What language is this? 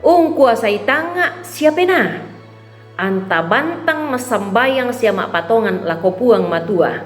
Toraja-Sa'dan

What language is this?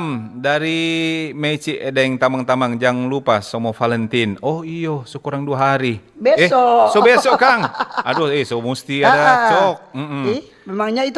Manado Malay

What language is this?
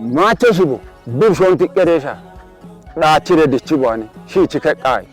Kafa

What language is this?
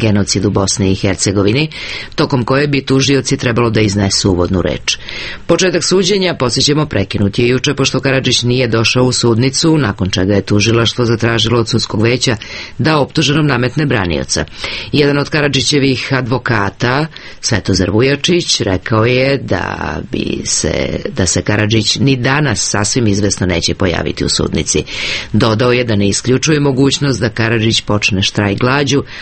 Serbian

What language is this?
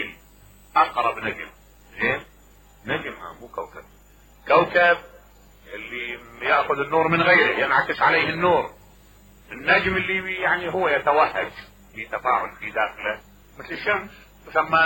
Mesopotamian Arabic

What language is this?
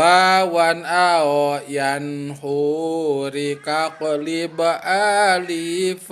Sundanese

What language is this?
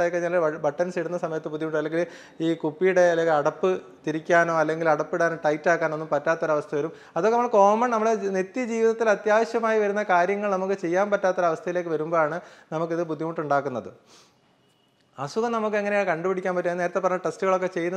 Malayalam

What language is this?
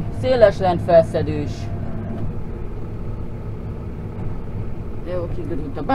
Hungarian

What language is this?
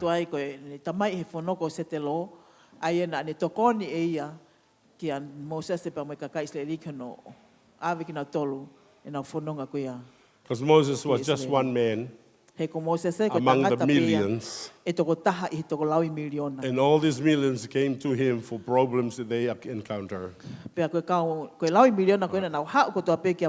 Tongan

